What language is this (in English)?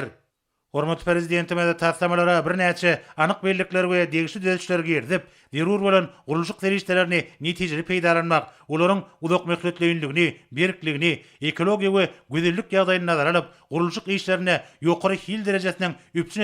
Turkmen